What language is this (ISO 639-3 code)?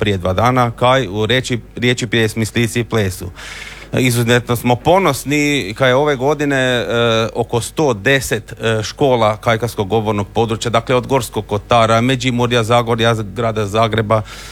hrv